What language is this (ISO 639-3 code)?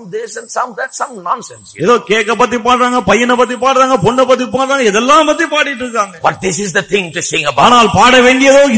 tam